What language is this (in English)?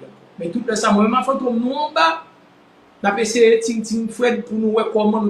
Haitian Creole